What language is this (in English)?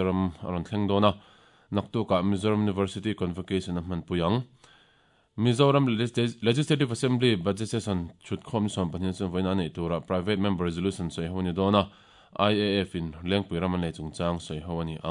Mizo